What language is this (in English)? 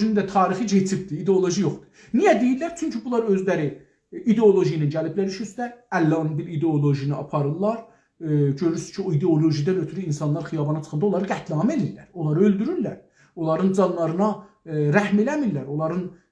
South Azerbaijani